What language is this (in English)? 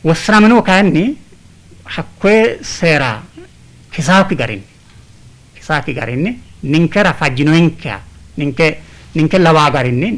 Sidamo